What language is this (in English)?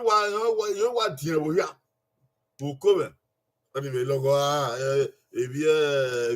Bini